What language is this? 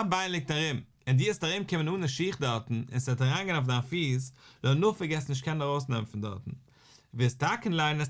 Yiddish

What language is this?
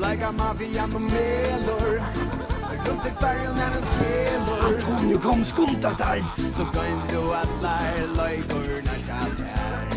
Faroese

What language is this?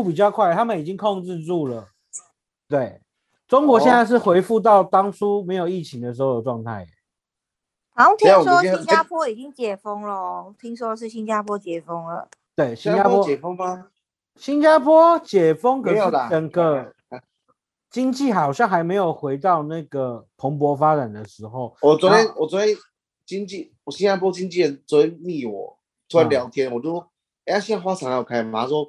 Chinese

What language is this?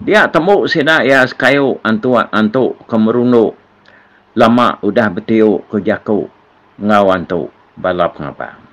Iban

